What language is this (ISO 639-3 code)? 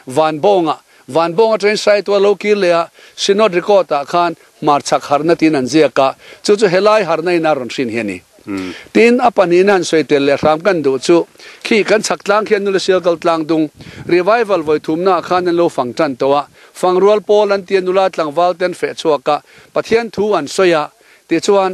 lus